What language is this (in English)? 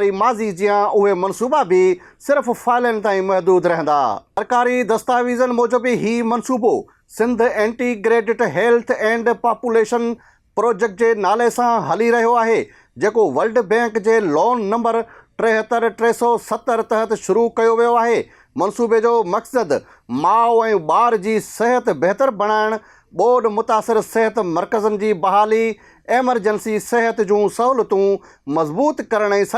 Sindhi